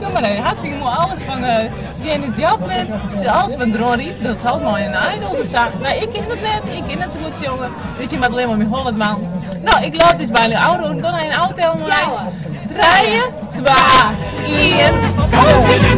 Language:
Western Frisian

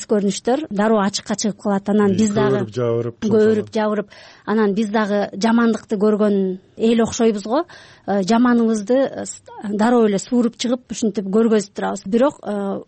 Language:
Kyrgyz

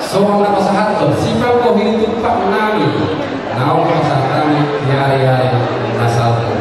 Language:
Batak Toba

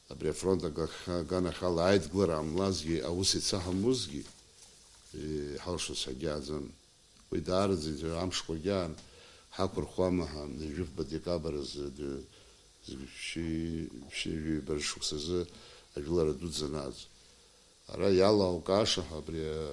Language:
Abkhazian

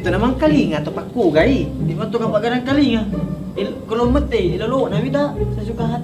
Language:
Buginese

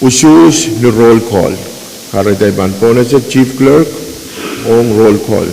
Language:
Pohnpeian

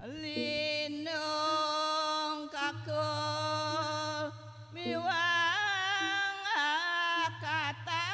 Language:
Balinese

